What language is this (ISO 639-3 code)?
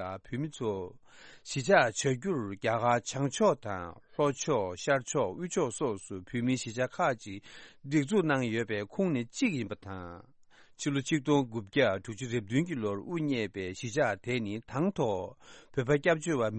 bod